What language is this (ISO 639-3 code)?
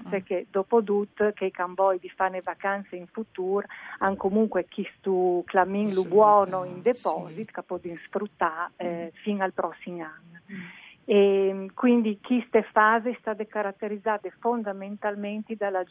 fur